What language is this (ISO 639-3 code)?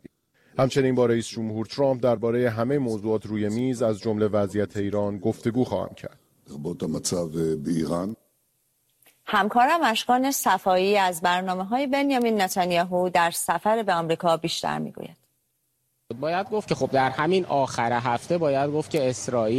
fas